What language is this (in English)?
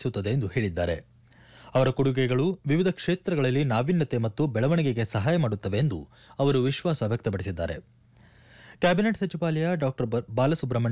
Kannada